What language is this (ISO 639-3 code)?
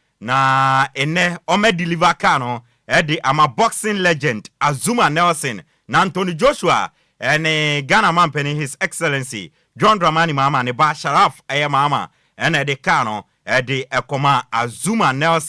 aka